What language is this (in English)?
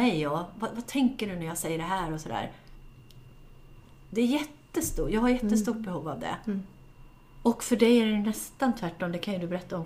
Swedish